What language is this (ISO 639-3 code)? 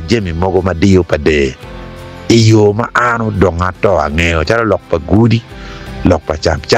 ach